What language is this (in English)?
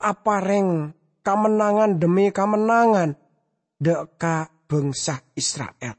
Madurese